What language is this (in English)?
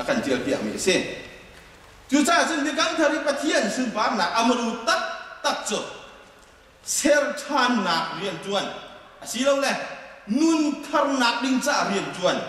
Hakha Chin